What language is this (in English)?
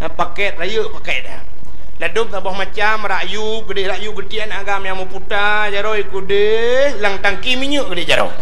Achinese